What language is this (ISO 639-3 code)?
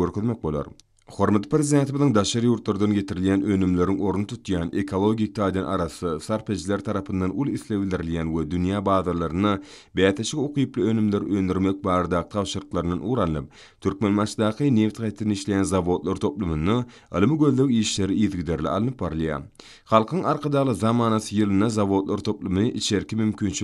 tuk